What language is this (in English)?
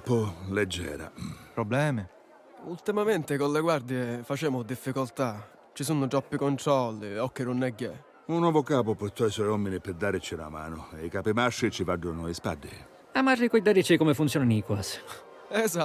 Sicilian